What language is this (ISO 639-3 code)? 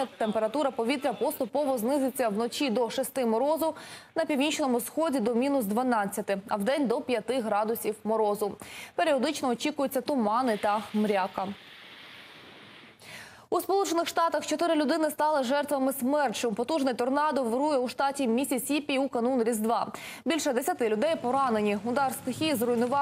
ukr